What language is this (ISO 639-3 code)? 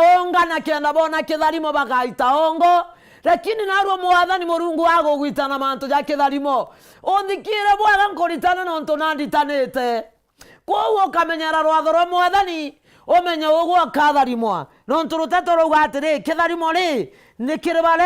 mer